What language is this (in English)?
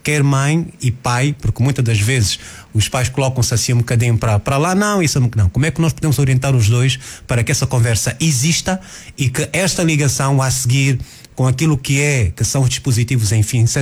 Portuguese